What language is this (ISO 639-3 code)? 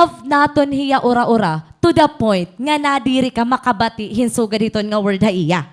war